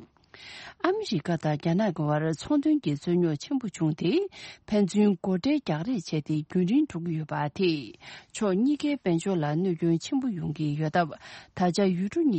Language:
Tibetan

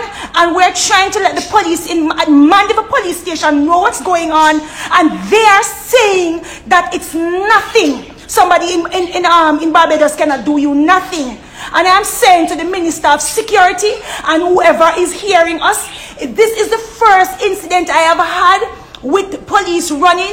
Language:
Jamaican Creole English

